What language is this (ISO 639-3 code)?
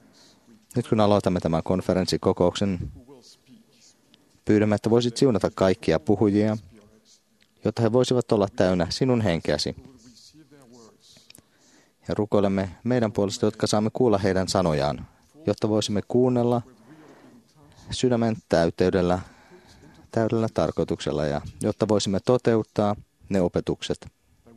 fin